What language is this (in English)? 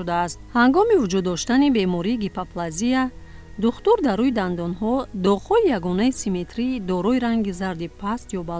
Tajik